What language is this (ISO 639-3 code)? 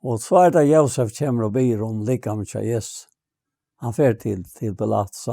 fao